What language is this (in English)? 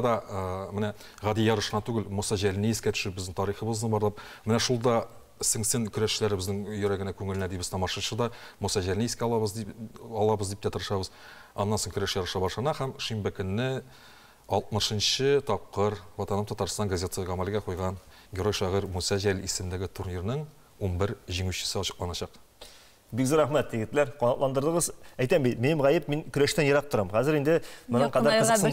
Tatar